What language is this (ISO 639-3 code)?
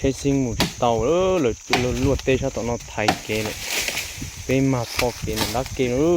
hmn